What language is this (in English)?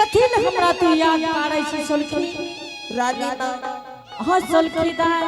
Angika